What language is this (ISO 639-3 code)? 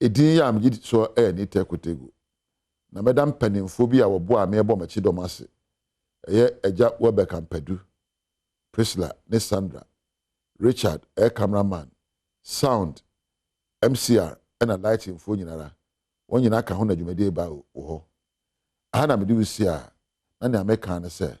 aka